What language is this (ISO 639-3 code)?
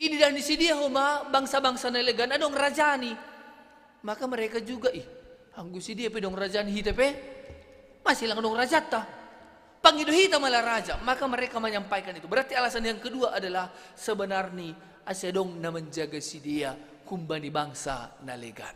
bts